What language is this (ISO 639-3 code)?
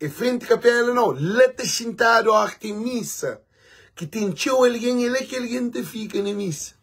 kea